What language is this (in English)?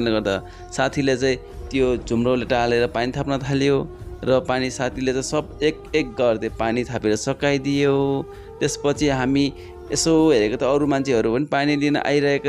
Nepali